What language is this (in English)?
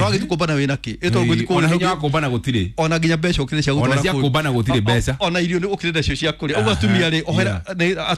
Kikuyu